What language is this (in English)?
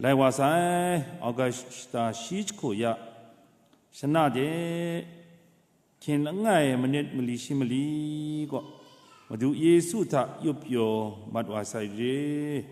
Kachin